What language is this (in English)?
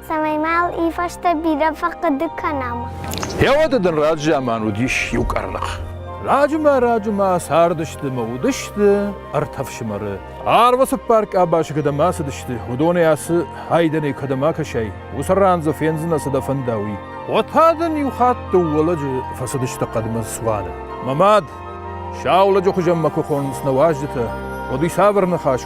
Ossetic